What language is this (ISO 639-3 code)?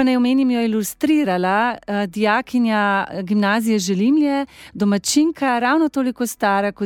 slv